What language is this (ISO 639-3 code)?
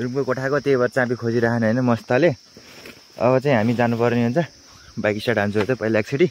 nep